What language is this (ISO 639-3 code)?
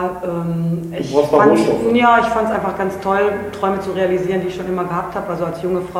deu